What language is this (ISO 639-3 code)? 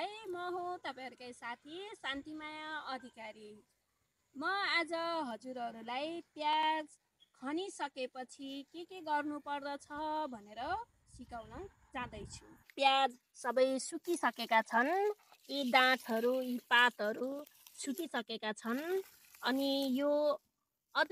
nep